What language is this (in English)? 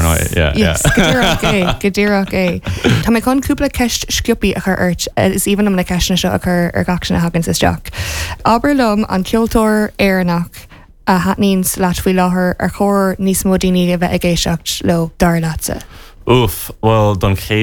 Irish